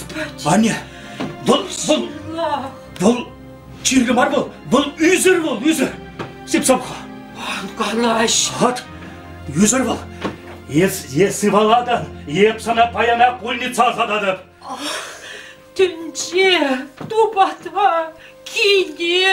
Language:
Chuvash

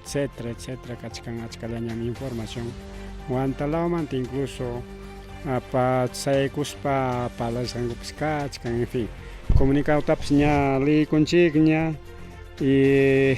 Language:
Ayacucho Quechua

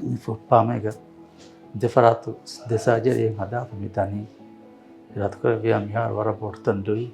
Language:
Divehi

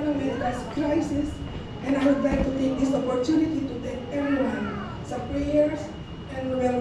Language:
Filipino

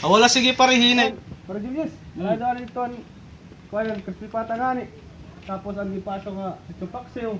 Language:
Waray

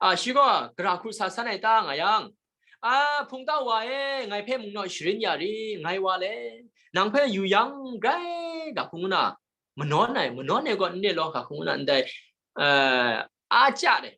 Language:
Kachin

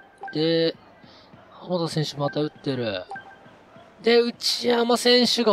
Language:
Japanese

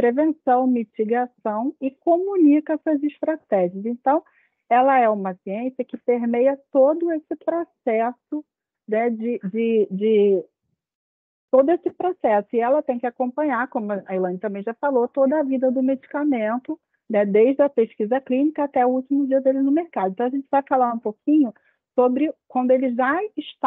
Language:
Portuguese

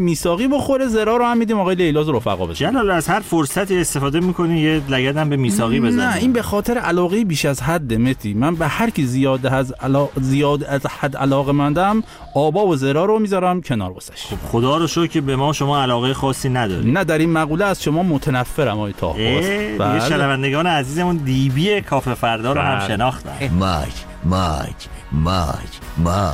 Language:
Persian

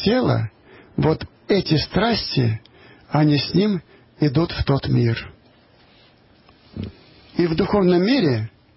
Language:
Russian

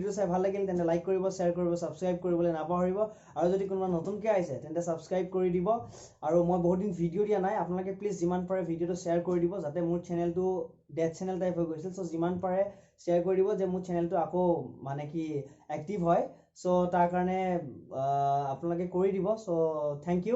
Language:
Assamese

